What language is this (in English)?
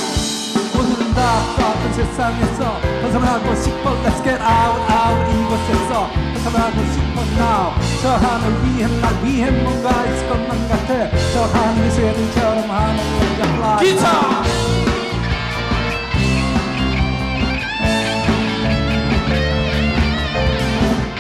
Korean